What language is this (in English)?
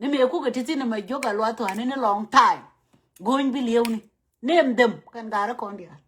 Nuer